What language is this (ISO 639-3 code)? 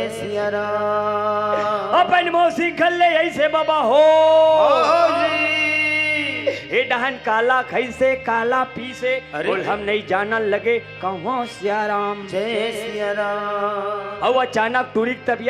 hne